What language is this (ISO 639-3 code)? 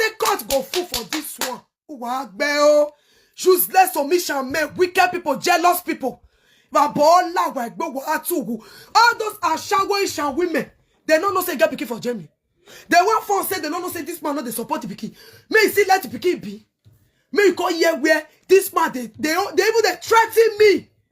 pcm